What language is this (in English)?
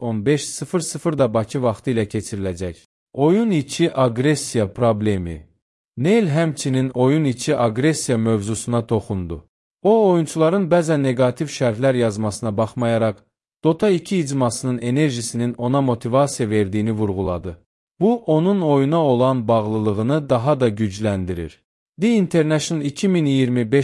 Azerbaijani